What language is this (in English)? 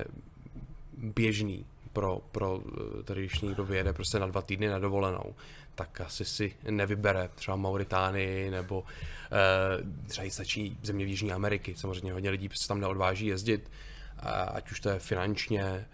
Czech